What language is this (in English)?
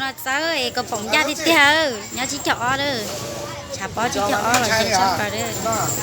Hmong